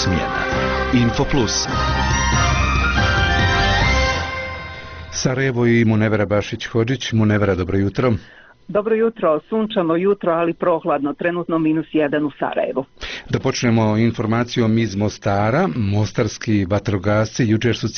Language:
Bosnian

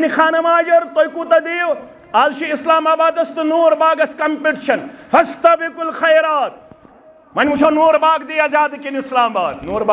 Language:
Kashmiri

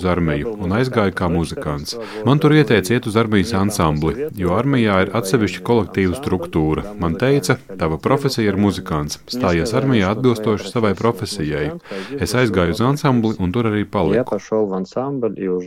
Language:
Latvian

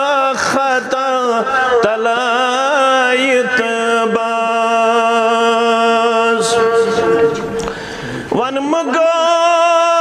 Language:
Kashmiri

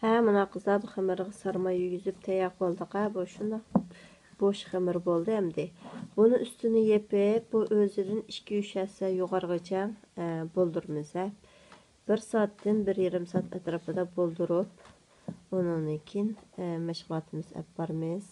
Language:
Uyghur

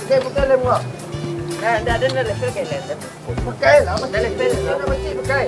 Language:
Minangkabau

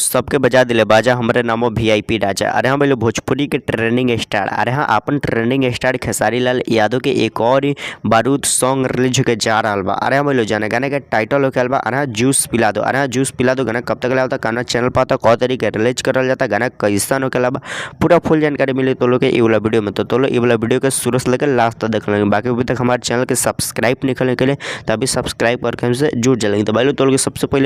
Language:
Bhojpuri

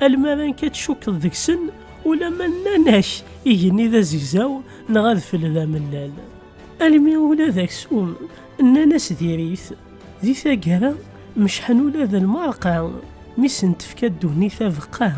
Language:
Kabyle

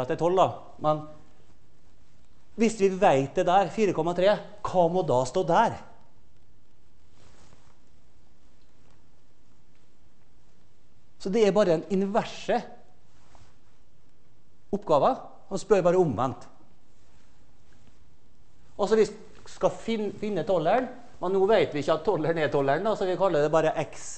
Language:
Norwegian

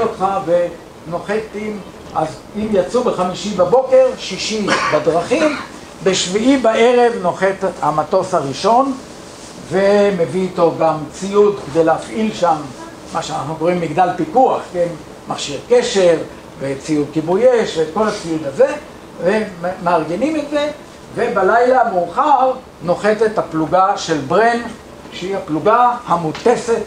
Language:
Hebrew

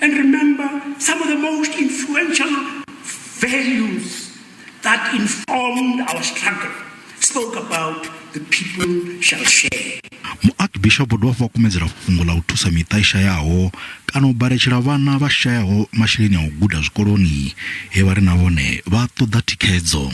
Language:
Venda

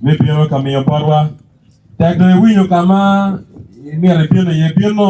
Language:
Acoli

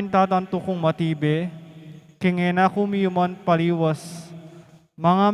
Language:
Pampanga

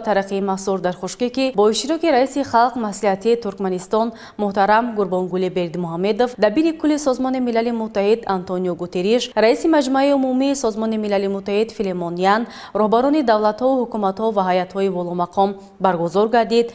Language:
Tajik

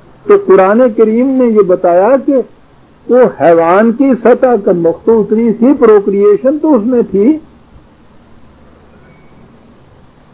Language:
Urdu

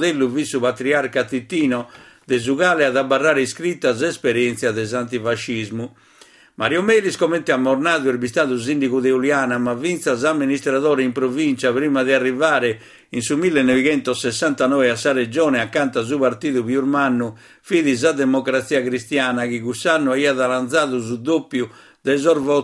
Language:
Sardinian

